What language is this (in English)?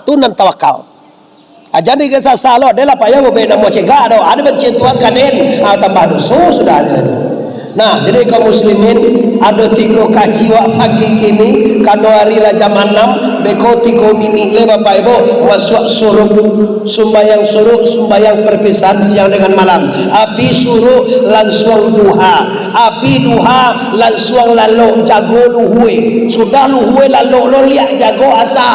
Minangkabau